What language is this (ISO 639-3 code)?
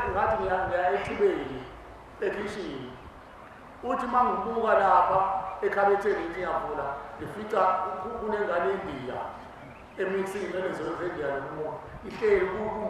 zul